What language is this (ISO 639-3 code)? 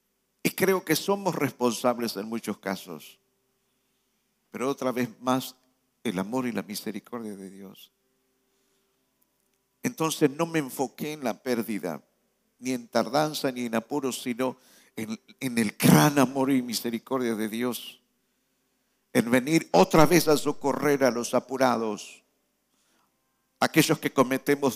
spa